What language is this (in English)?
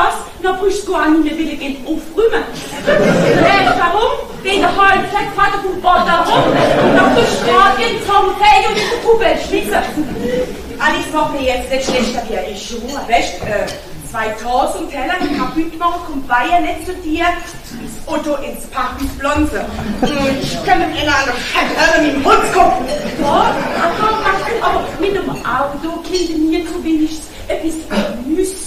German